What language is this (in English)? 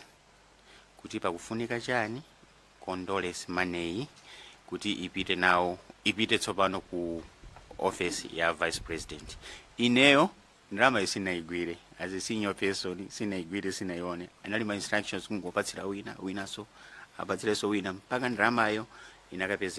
Nyanja